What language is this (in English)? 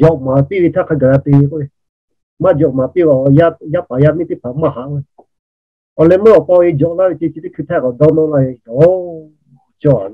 Lahu